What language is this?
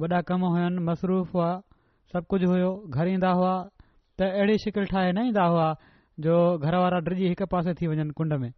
Sindhi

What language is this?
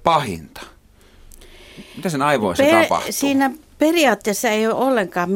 Finnish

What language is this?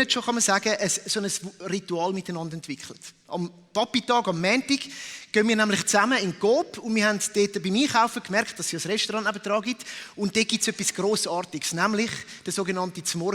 Swiss German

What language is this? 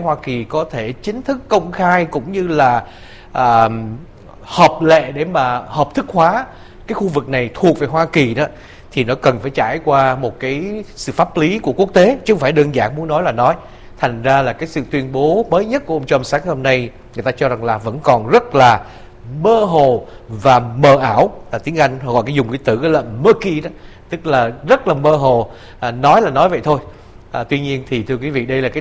Vietnamese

